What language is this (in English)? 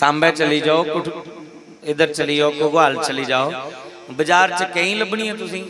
Dogri